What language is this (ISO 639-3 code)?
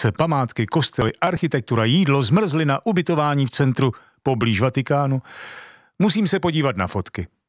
ces